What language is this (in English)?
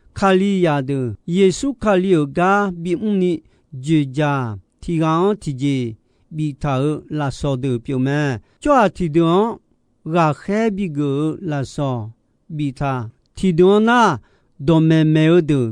Akha